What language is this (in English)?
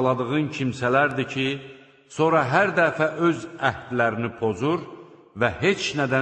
Azerbaijani